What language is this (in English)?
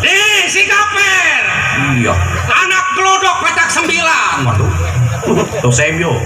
Betawi